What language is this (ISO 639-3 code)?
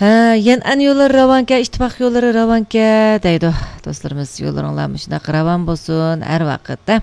uig